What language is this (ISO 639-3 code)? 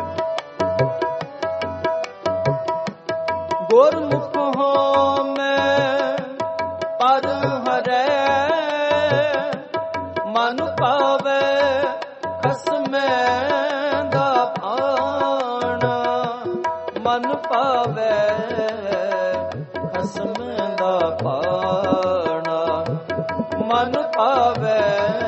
pan